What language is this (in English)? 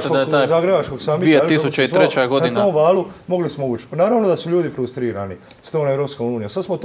Croatian